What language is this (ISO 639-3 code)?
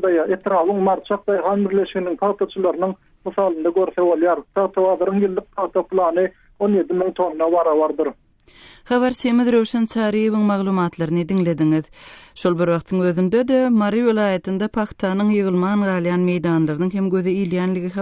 tuk